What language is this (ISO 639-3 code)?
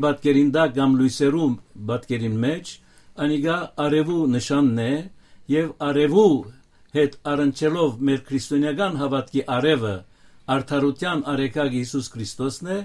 hyw